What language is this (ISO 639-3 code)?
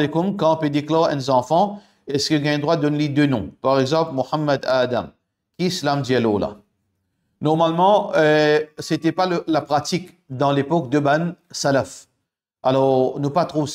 mfe